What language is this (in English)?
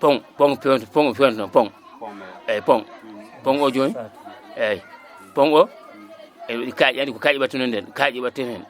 Fula